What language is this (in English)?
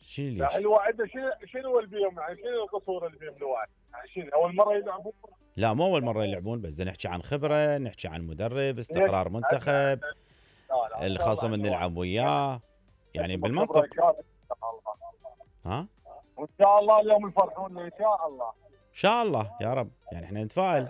Mesopotamian Arabic